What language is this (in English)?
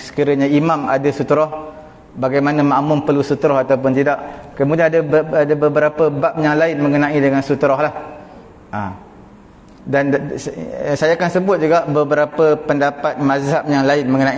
Malay